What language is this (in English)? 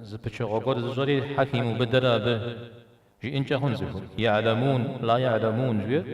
Kabardian